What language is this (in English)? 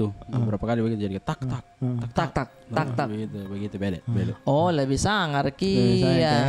Makassar Malay